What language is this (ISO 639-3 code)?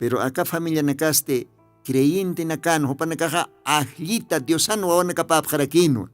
aym